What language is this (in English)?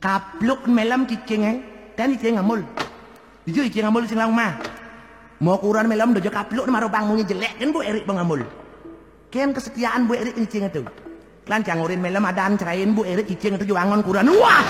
Balinese